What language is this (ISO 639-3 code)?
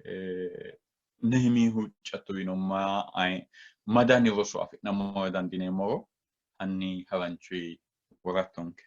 sid